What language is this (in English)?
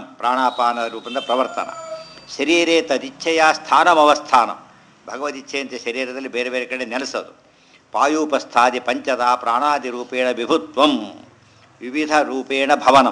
Kannada